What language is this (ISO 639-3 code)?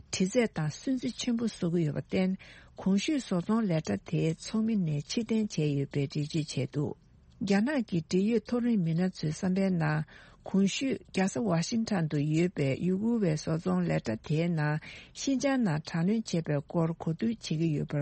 bod